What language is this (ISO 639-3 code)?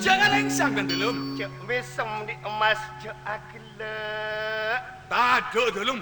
mad